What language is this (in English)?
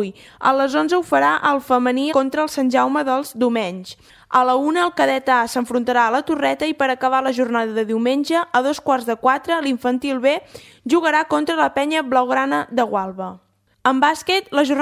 Catalan